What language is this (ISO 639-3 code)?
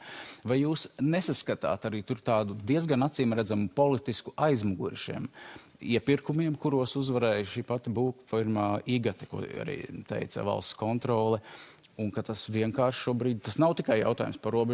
lav